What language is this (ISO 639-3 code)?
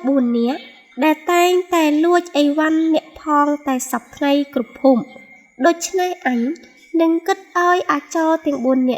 khm